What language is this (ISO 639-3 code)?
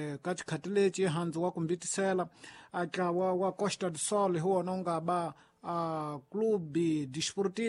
tso